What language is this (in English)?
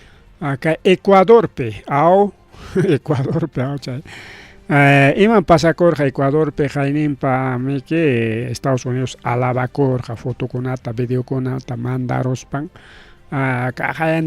Ayacucho Quechua